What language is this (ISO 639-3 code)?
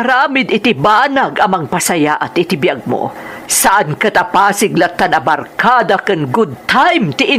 ilo